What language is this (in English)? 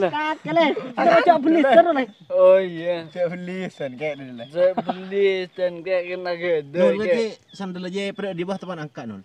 Madurese